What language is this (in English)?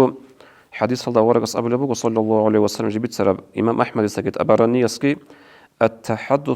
Avaric